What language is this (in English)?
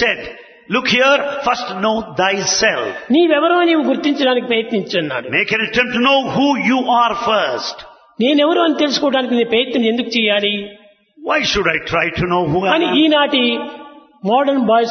Telugu